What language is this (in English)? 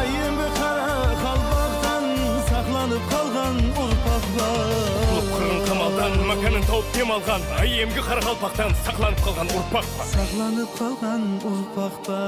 Kara-Kalpak